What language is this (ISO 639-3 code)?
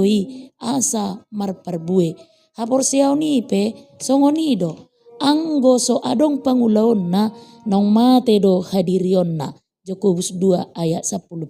bbc